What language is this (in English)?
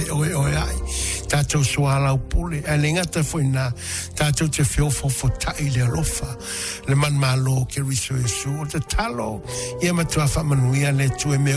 Samoan